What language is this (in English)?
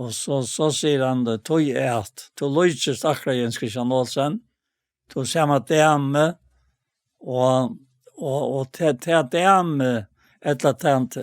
Faroese